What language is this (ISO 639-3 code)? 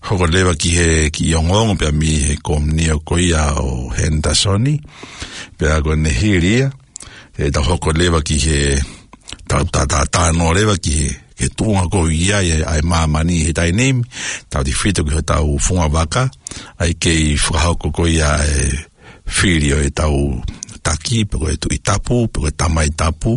ton